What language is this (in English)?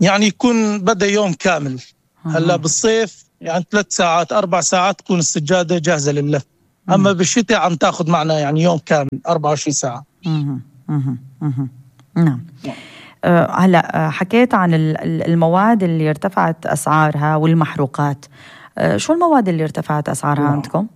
North Levantine Arabic